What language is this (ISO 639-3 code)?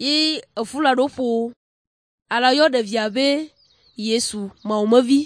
ewe